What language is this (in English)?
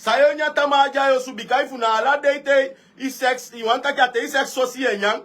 Sranan Tongo